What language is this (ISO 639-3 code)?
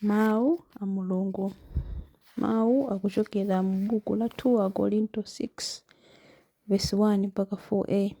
nya